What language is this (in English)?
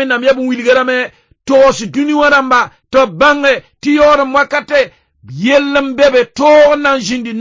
Mossi